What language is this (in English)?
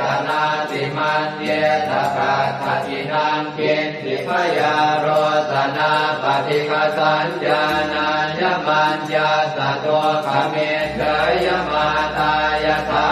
Pali